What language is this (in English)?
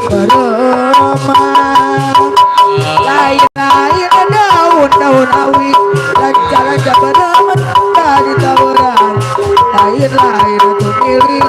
Betawi